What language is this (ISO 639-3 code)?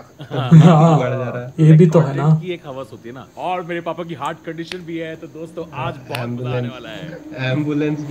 hin